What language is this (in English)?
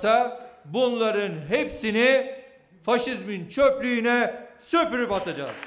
Turkish